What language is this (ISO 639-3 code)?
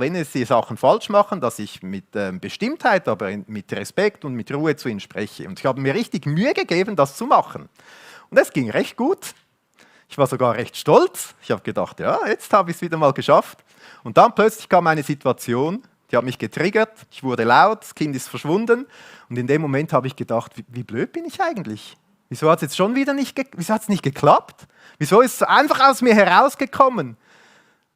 gsw